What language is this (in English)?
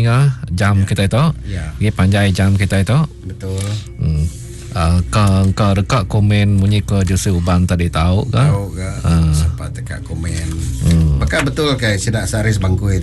Malay